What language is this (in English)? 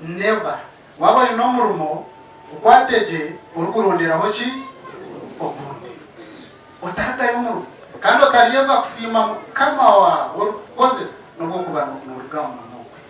Nyankole